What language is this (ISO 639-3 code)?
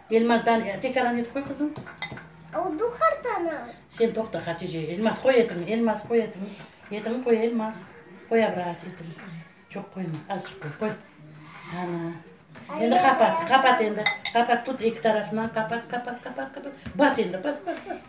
crh